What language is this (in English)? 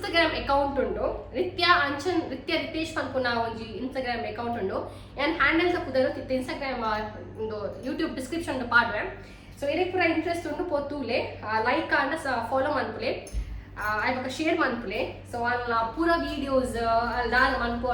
Tulu